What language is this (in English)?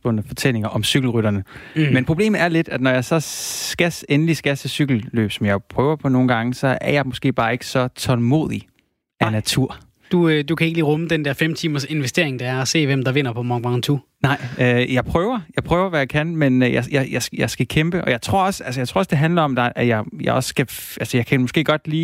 Danish